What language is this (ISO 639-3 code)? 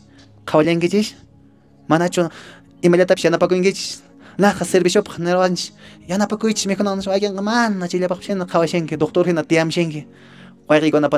que